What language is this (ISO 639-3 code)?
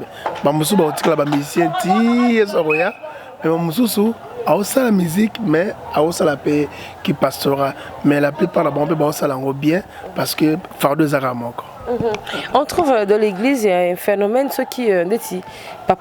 lin